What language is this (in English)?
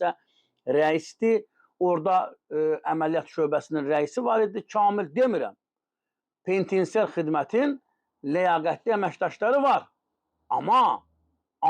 Azerbaijani